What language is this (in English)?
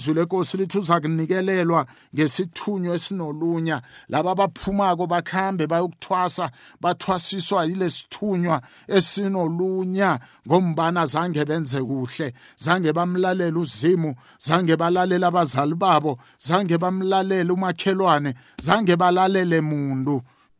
South Ndebele